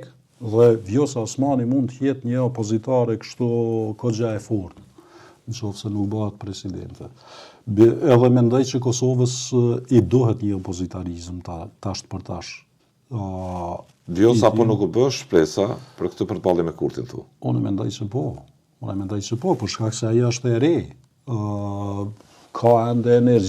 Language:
Albanian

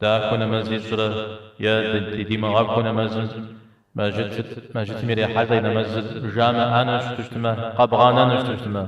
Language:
Kabardian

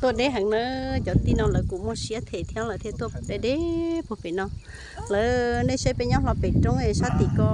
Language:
Hmong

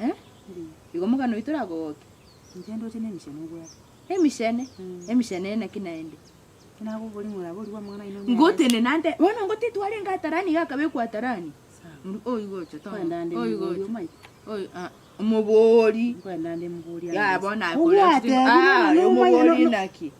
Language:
Gusii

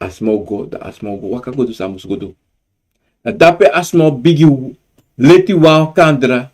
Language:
Sranan Tongo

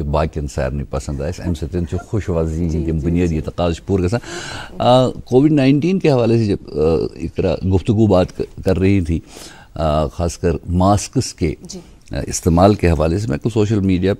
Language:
Kashmiri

